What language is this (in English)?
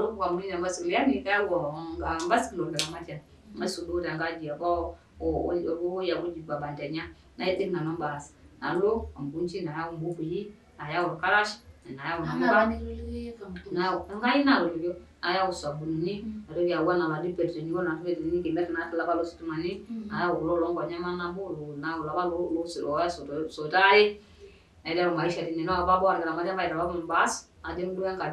Masai